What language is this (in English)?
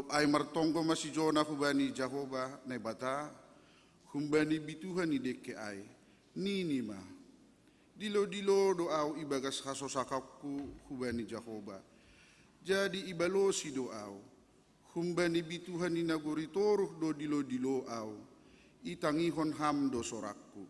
Batak Simalungun